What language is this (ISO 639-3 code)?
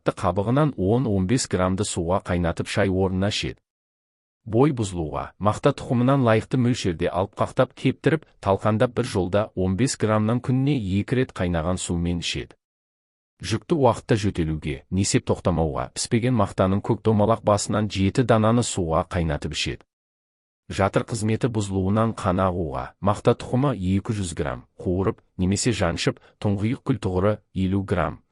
kaz